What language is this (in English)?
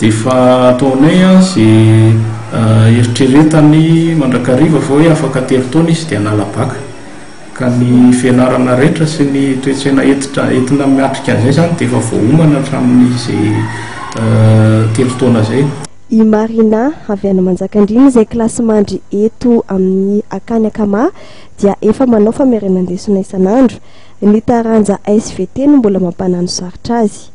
Malagasy